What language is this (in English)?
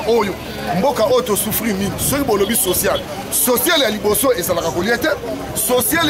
Lingala